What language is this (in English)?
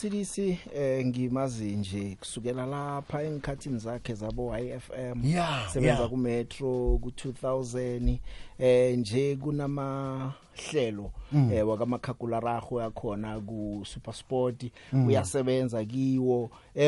South Ndebele